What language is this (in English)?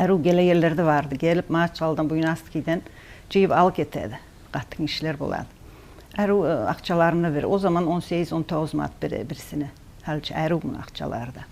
Kumyk